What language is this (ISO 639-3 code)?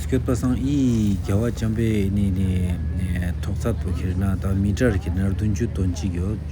lbj